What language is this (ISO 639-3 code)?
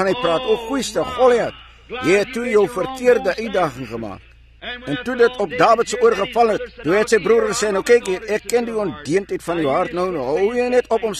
afr